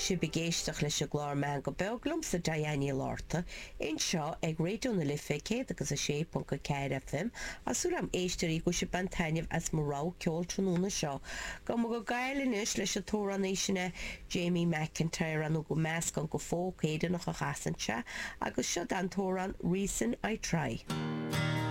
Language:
Irish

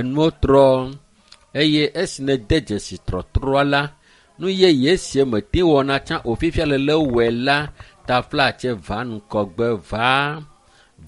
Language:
Ewe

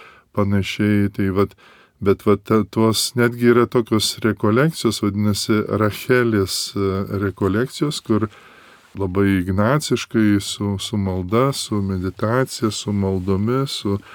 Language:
Lithuanian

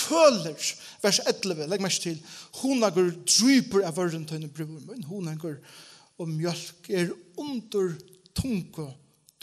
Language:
Faroese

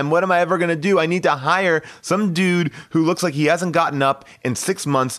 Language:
English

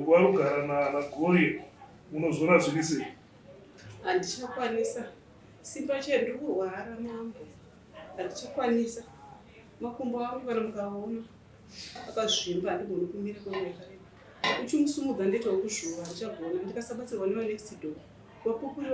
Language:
Shona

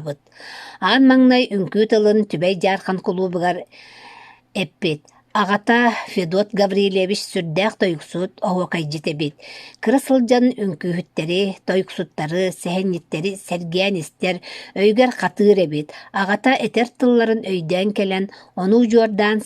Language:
Yakut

